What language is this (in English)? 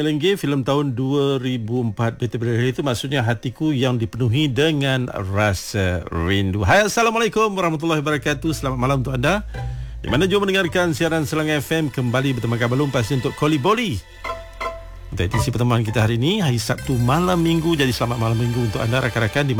Malay